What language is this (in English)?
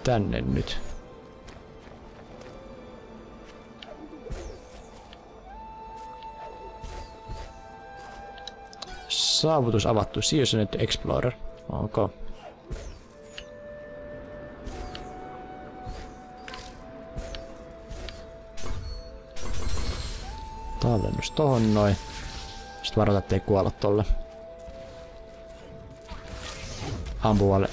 Finnish